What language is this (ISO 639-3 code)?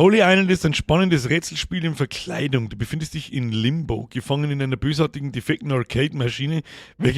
bar